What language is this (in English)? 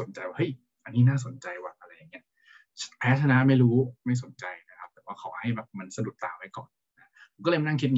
Thai